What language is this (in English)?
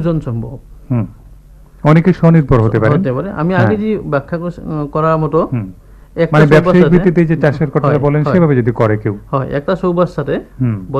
Bangla